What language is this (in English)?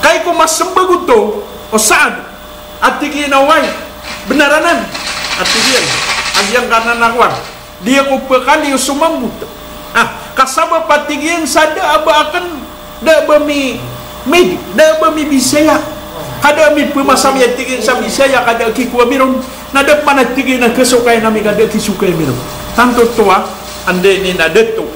Maranao